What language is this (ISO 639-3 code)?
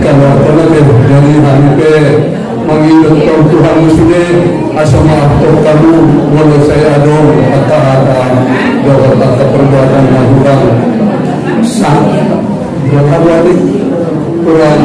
akb